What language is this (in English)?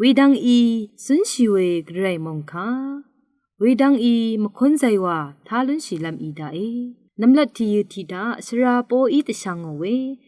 Rawang